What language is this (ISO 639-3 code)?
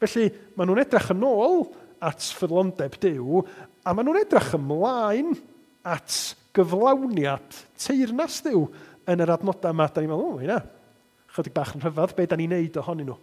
cym